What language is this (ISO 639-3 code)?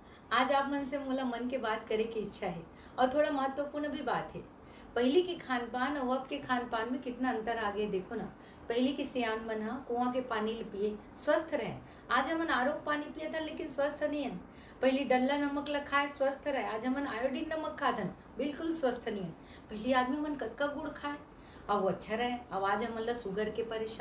hne